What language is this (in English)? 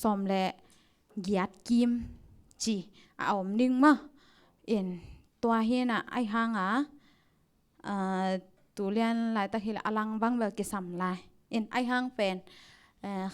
Tedim Chin